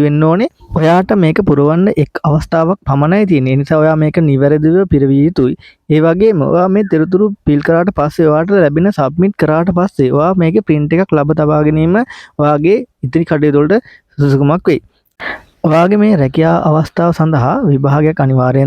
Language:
Sinhala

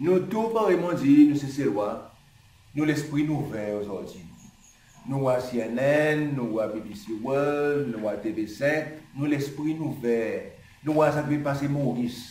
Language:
Seselwa Creole French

